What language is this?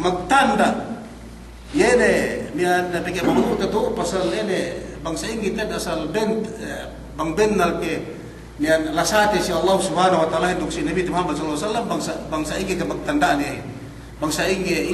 Yakan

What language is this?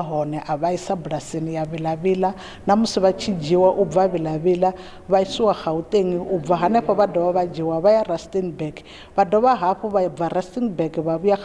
Venda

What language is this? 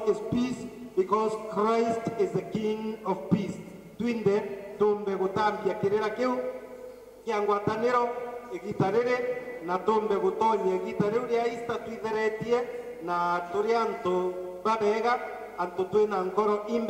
Meru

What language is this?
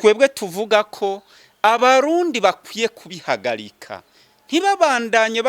Rundi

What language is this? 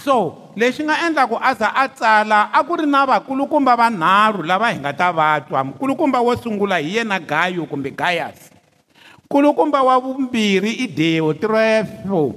Tsonga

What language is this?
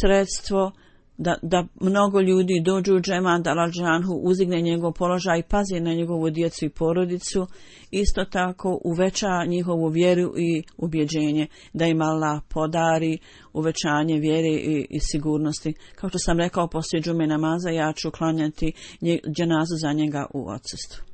Bosnian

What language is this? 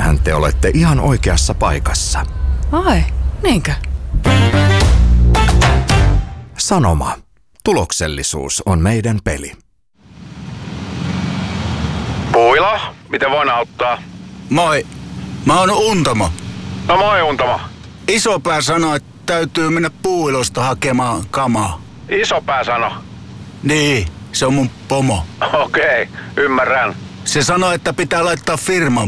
Finnish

